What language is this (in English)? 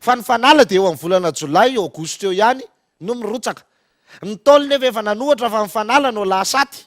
Malagasy